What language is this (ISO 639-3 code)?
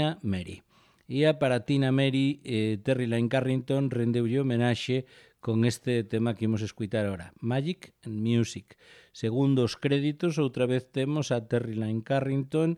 glg